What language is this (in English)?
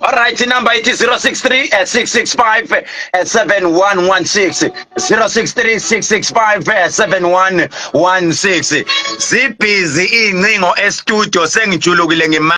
Zulu